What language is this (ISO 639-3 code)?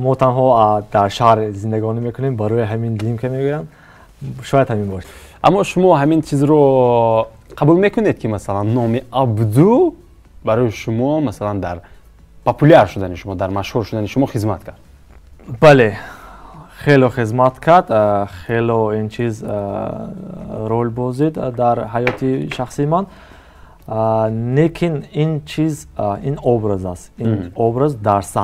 tgk